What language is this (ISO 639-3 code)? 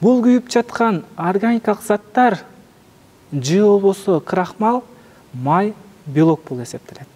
kir